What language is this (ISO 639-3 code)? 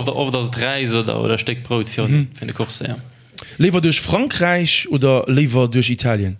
ltz